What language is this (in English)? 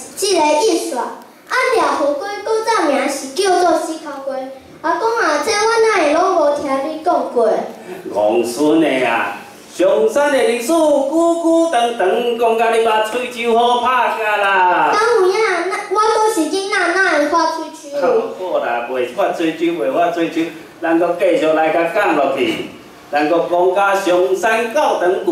Min Nan Chinese